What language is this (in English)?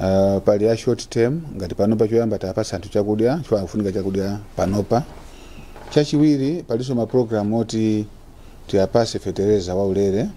Nyanja